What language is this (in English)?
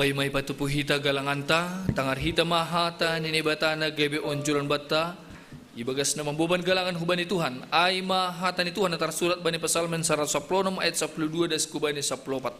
Batak Simalungun